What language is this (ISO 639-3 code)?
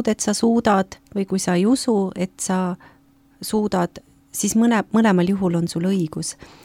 est